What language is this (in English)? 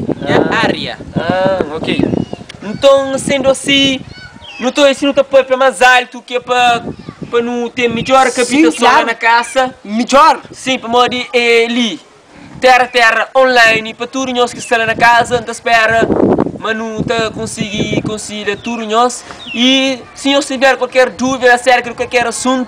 Kabuverdianu